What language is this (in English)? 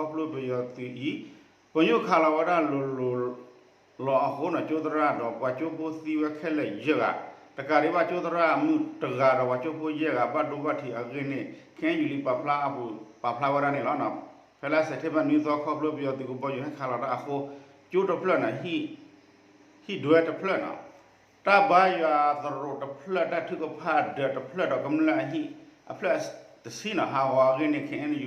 S'gaw Karen